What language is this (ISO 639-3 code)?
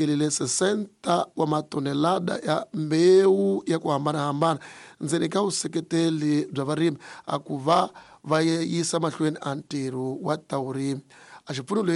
tso